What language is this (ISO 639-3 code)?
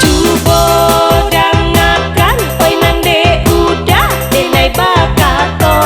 min